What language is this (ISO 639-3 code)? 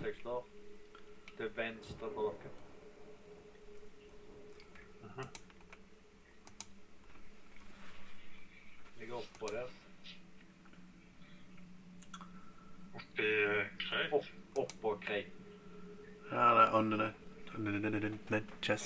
nor